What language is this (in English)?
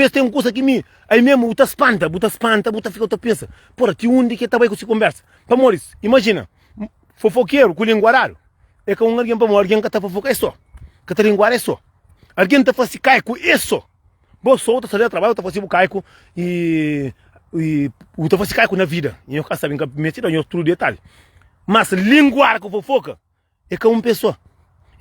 Kabuverdianu